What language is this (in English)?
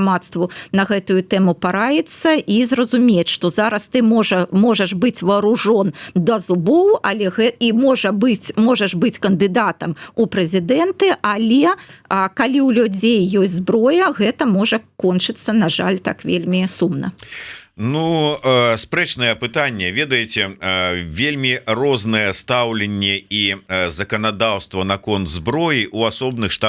Belarusian